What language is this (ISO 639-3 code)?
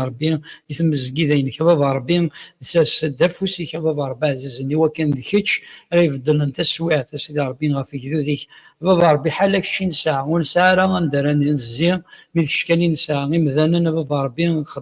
kab